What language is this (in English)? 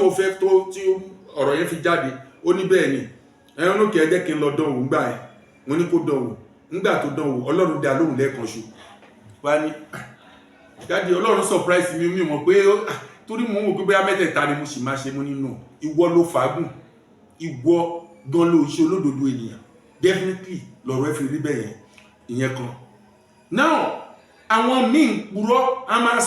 Yoruba